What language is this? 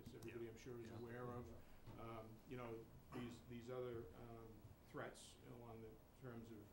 English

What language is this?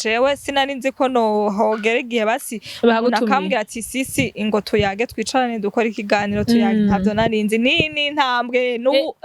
Rundi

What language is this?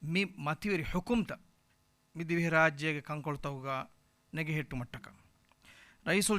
Divehi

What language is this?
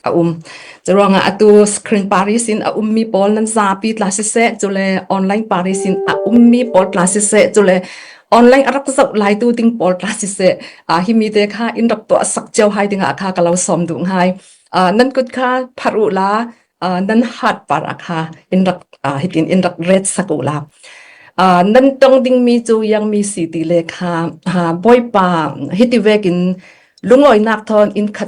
Falam Chin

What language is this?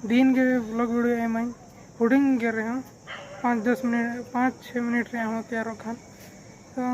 Santali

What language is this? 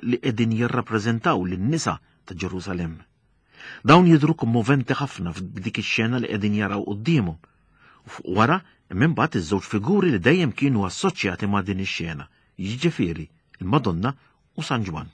Maltese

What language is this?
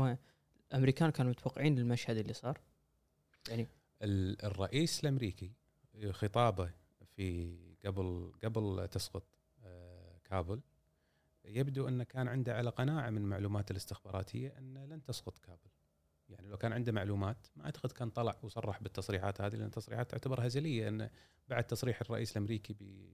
Gulf Arabic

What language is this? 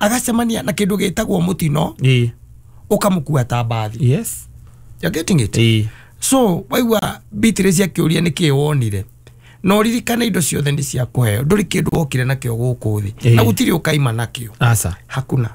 Kikuyu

